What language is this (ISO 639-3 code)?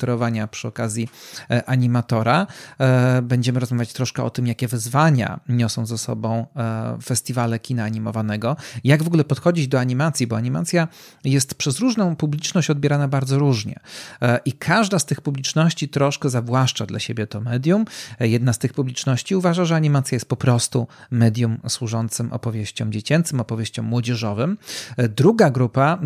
pol